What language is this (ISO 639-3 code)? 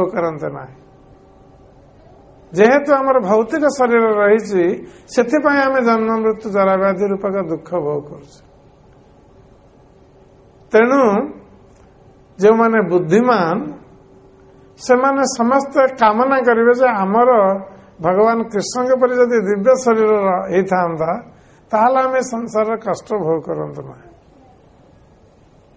ori